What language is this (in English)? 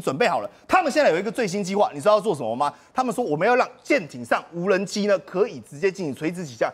Chinese